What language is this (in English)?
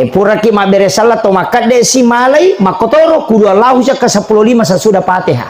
Buginese